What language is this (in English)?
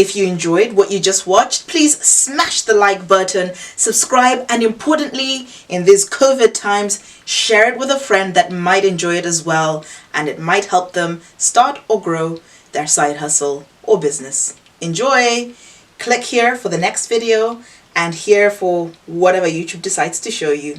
English